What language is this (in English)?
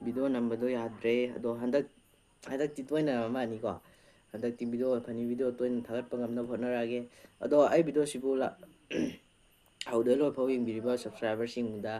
Manipuri